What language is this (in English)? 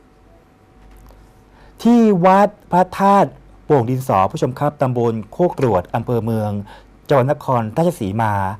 Thai